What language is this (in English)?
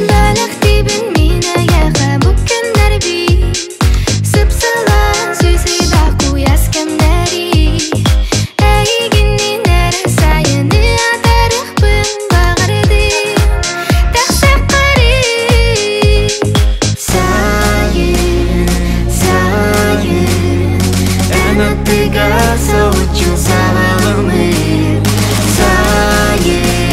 Yakut